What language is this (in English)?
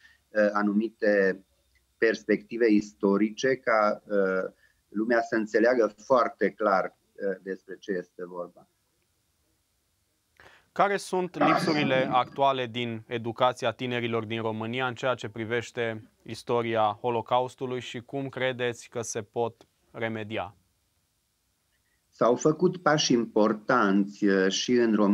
Romanian